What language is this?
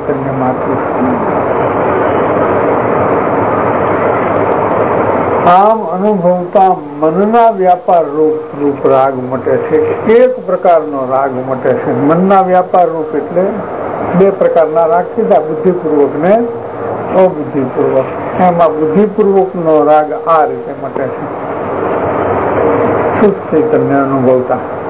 Gujarati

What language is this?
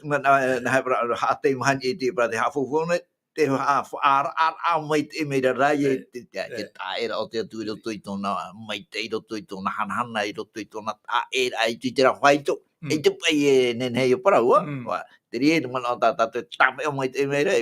Tahitian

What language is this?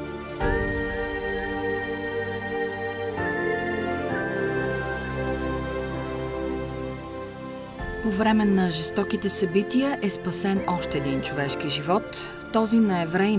Bulgarian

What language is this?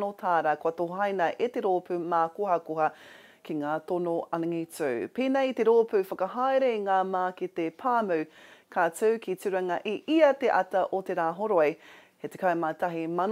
Māori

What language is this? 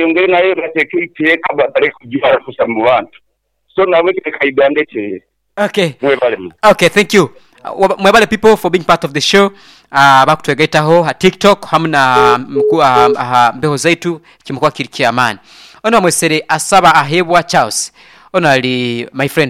Nyoro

